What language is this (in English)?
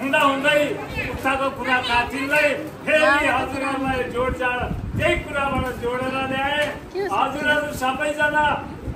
Nepali